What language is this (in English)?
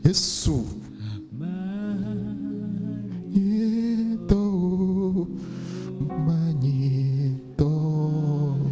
Ewe